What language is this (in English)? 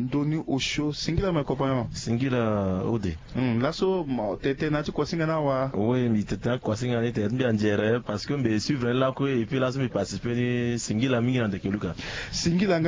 Sango